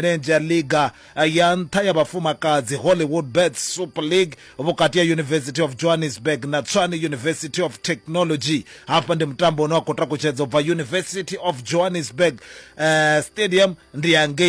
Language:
Venda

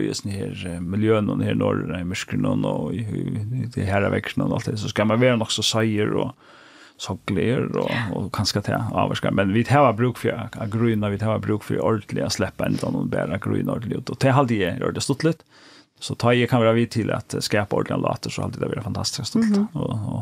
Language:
Faroese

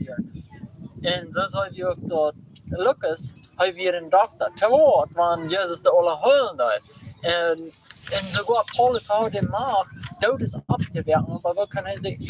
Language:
Plautdietsch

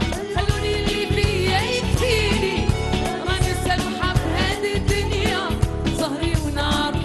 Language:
Algerian Arabic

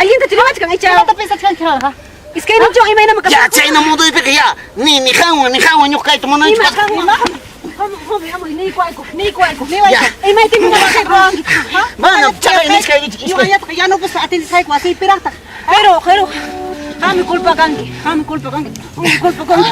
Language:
Ayacucho Quechua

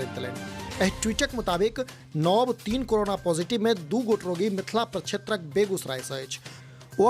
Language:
Maithili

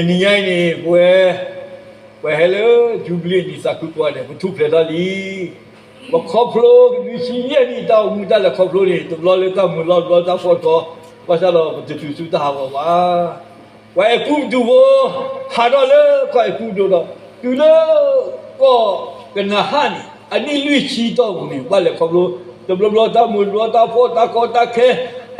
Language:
S'gaw Karen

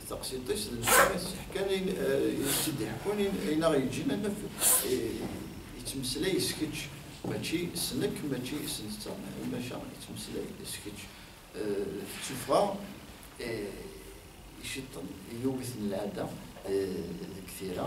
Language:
Kabyle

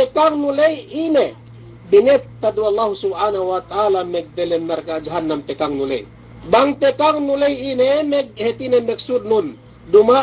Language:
Yakan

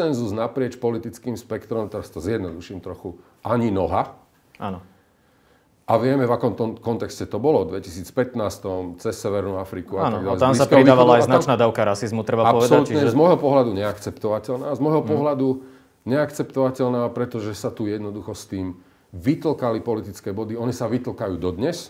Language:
Slovak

